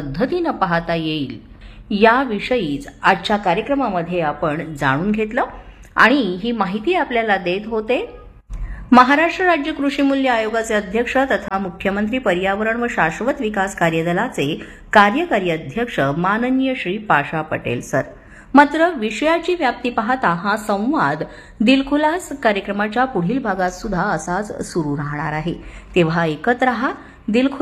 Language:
Marathi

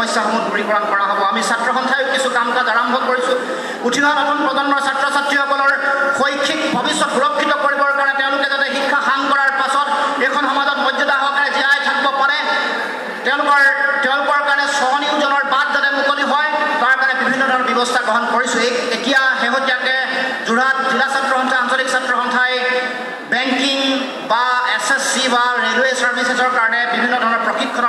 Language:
Assamese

